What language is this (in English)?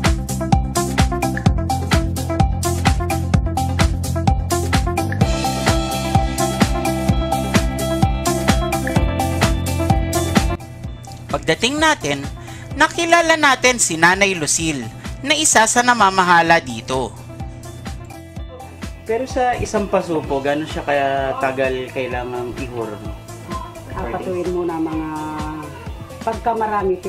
Cebuano